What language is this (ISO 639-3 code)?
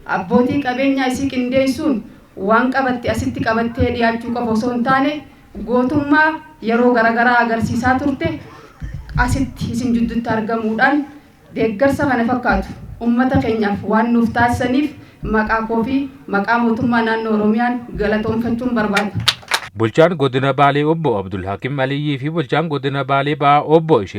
orm